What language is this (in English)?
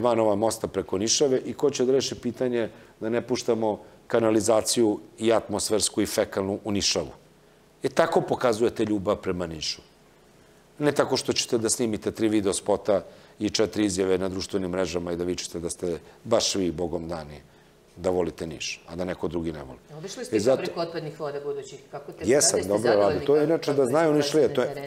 Serbian